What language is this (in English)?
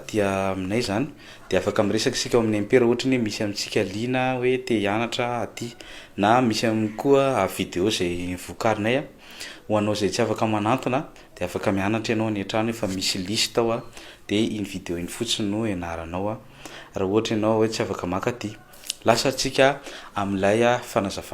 Malagasy